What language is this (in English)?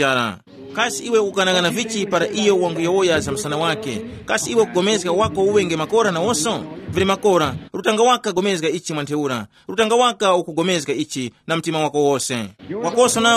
Tumbuka